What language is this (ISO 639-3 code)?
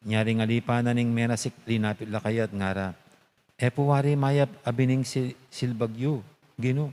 pam